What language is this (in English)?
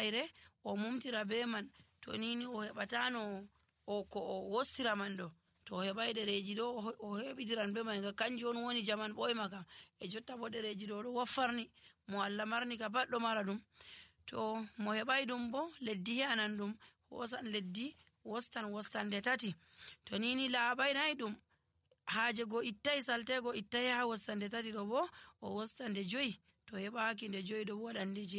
Nigerian Fulfulde